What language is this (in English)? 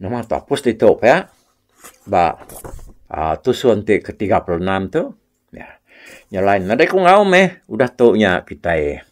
Iban